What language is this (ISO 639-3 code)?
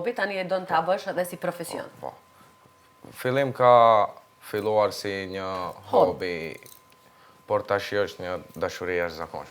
sqi